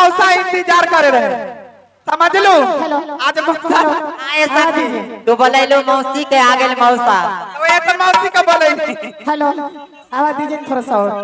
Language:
Maithili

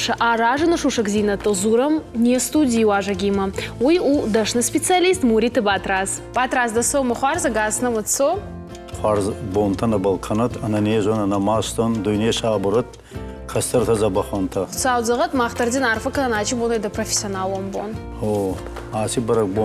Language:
Ossetic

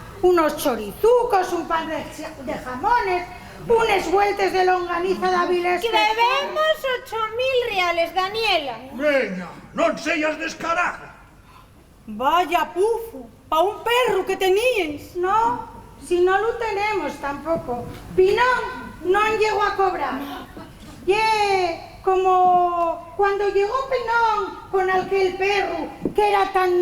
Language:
Asturian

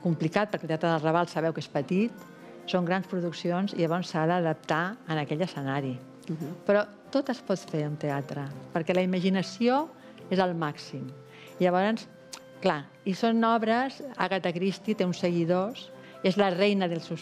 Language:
Catalan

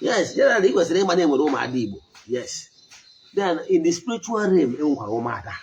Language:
Igbo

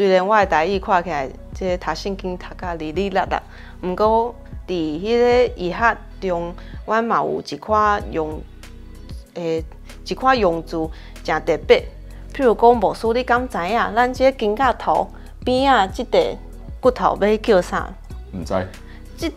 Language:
Min Nan Chinese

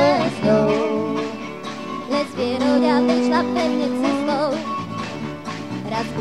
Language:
Slovak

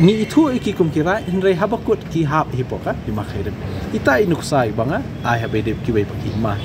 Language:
Khasi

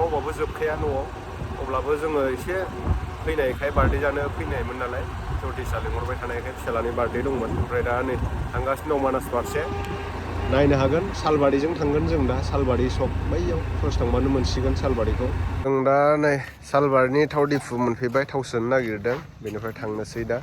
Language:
Bodo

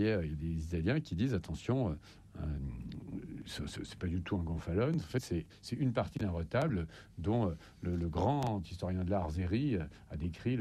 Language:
French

